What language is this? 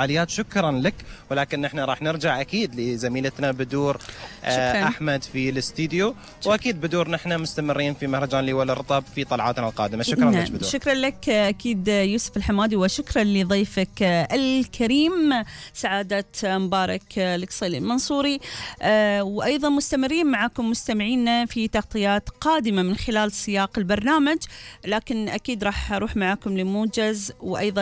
Gulf Arabic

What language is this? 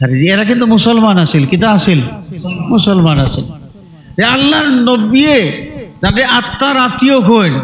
Sylheti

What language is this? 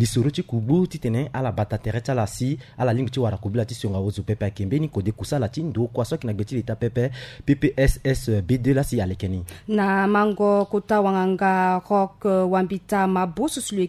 Sango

